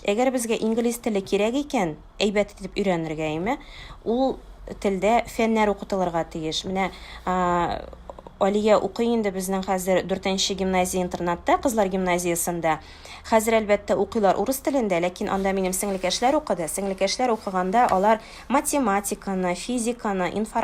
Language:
Tatar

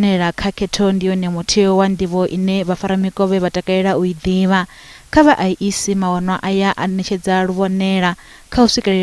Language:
Venda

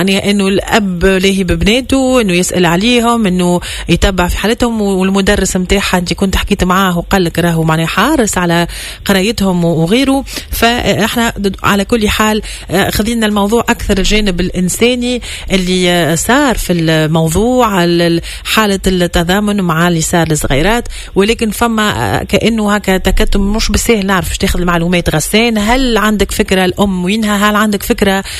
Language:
Tunisian Arabic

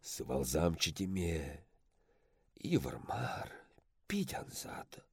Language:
Chuvash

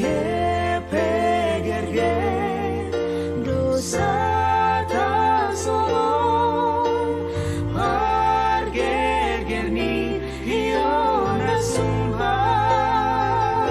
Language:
Batak Simalungun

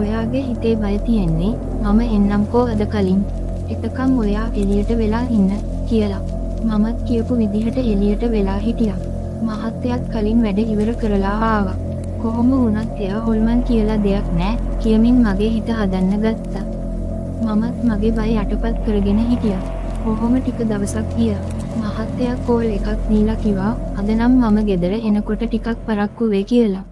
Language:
Sinhala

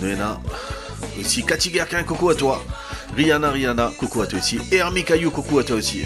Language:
Morisyen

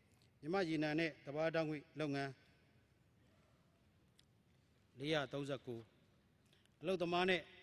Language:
Burmese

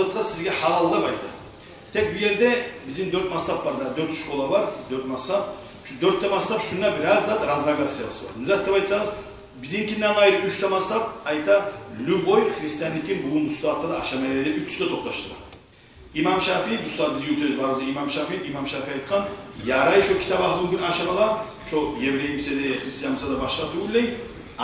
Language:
Kumyk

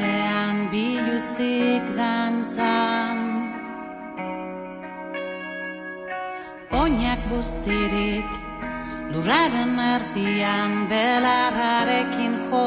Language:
Basque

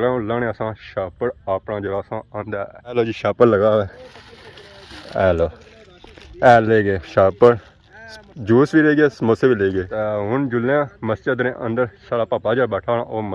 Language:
Pahari-Potwari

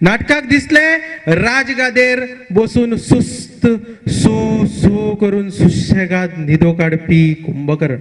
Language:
Konkani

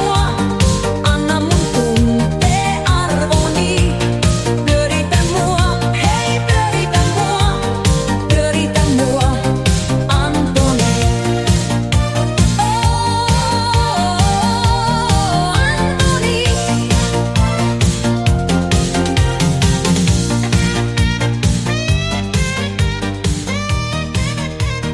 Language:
Finnish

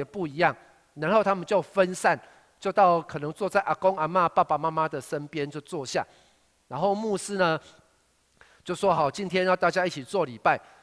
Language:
Chinese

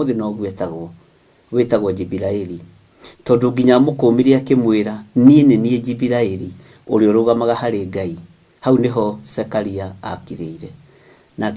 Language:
Kikuyu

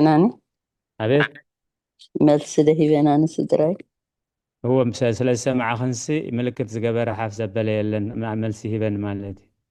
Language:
Tigrinya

